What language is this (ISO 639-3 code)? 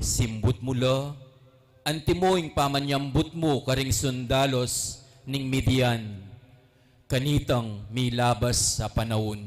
pam